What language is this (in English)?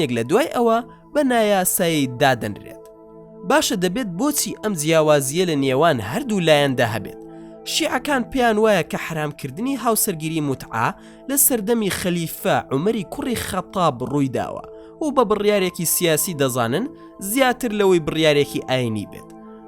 Central Kurdish